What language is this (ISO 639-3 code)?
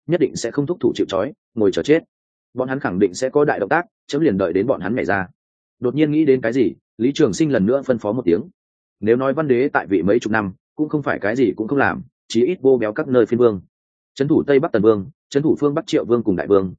vie